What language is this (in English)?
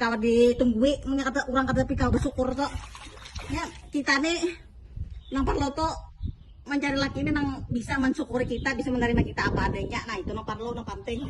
Banjar